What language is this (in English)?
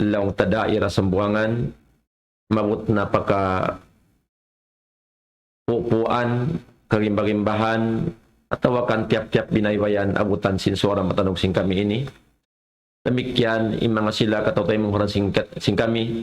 Tausug